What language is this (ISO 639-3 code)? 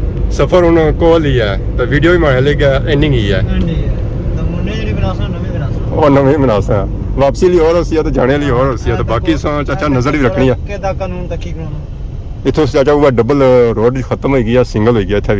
phr